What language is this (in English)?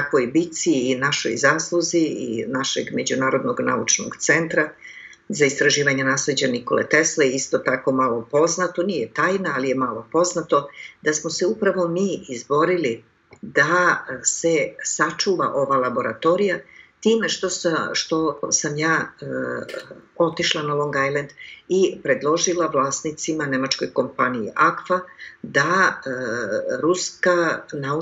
Serbian